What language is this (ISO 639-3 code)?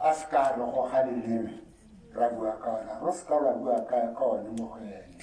tsn